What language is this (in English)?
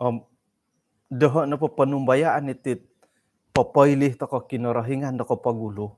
Central Dusun